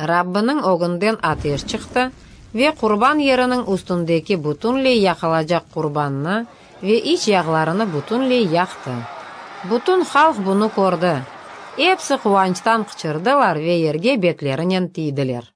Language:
Crimean Tatar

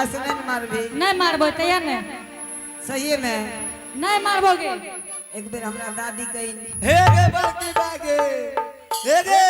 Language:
Angika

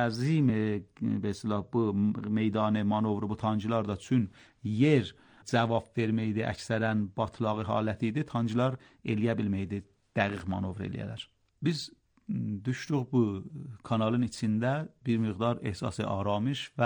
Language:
Azerbaijani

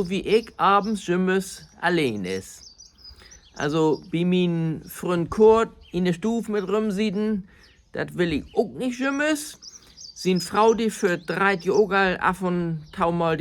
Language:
Low German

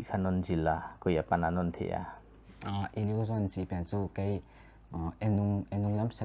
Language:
Paite Chin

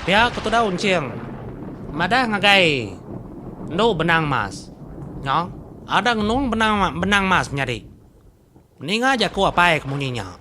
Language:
Iban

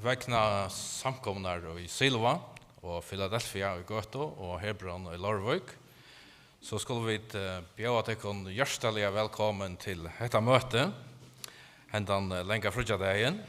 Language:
Faroese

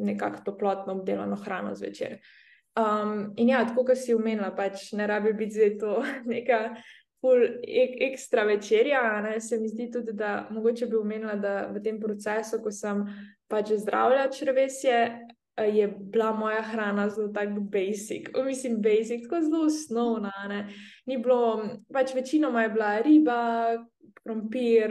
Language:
Slovenian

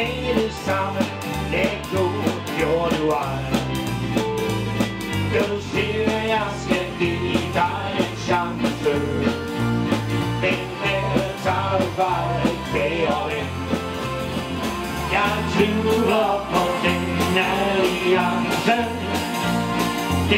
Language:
Danish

